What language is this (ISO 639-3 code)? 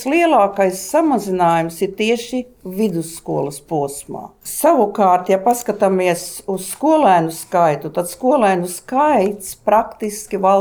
lav